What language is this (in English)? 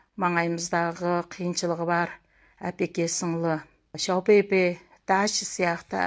Kazakh